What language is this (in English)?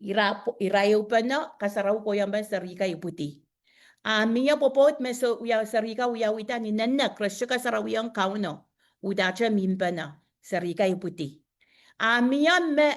Pohnpeian